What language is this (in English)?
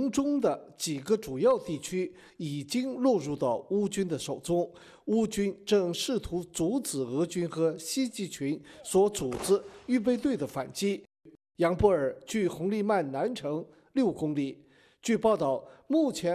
Chinese